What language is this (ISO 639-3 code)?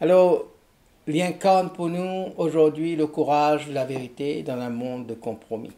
mfe